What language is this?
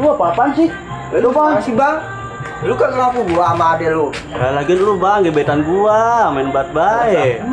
Betawi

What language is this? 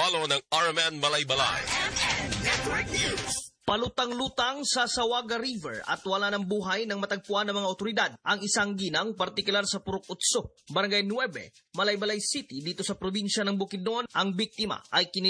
Filipino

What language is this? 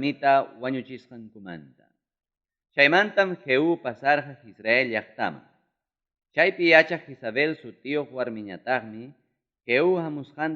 Ayacucho Quechua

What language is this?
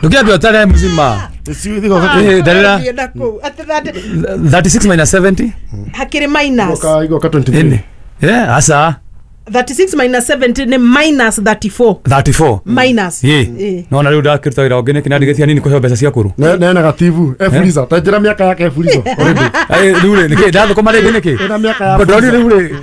Kikuyu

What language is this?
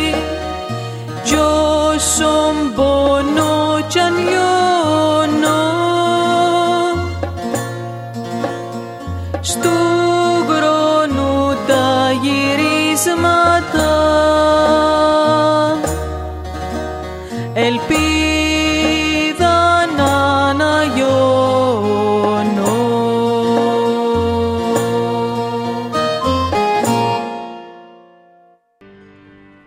Greek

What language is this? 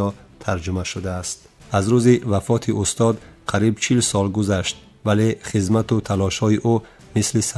Tajik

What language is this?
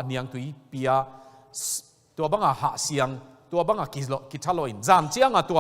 Tedim Chin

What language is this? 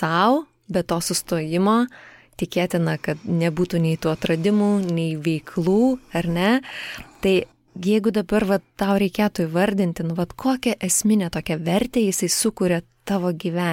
Lithuanian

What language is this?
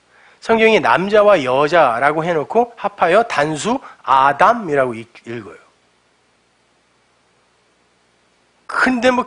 Korean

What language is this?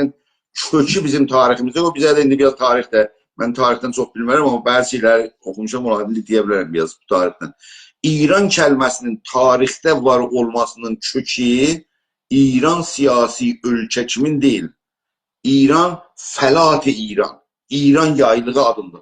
South Azerbaijani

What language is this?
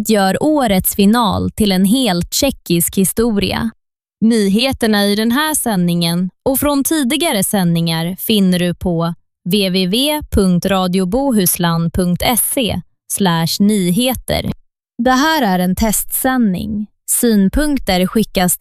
Swedish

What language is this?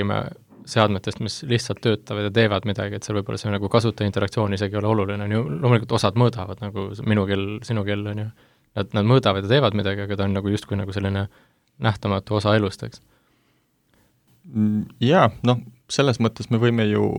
Estonian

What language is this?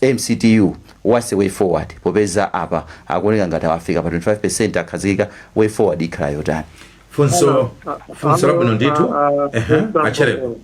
Nyanja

